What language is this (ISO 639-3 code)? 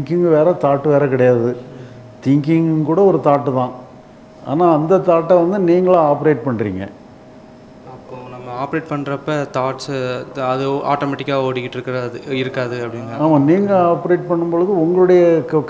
tam